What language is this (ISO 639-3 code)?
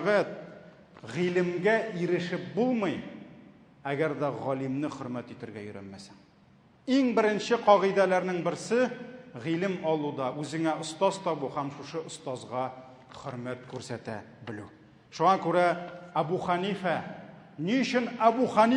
tat